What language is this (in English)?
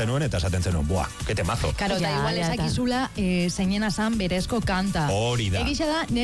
Basque